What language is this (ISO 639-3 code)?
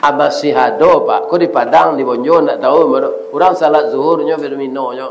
min